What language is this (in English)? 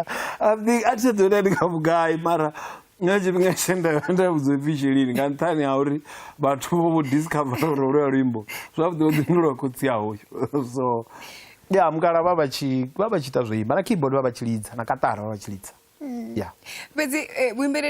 Venda